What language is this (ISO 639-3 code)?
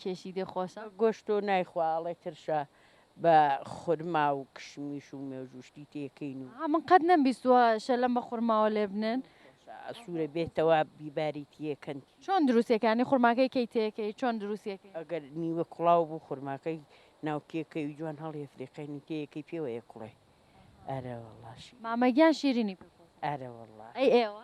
ckb